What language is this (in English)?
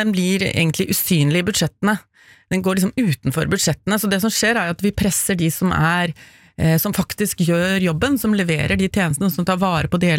Norwegian